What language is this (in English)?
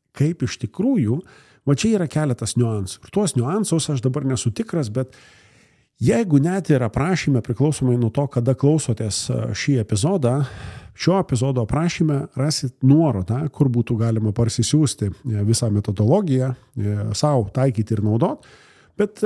Lithuanian